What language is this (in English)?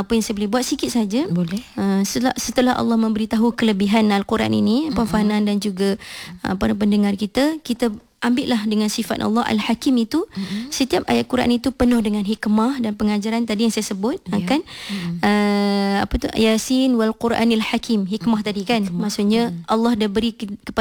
Malay